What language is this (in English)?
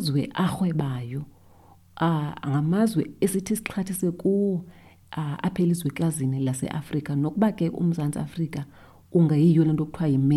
Xhosa